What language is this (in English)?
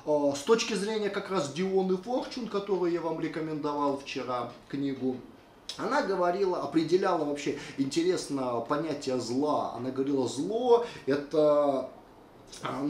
Russian